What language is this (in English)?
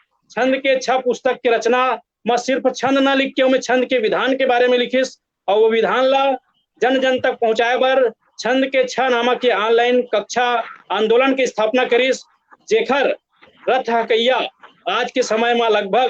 Chhattisgarhi